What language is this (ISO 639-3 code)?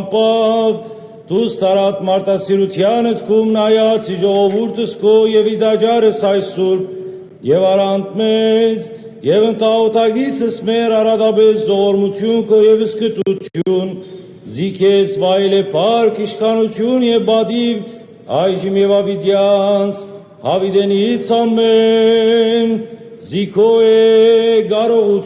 hyw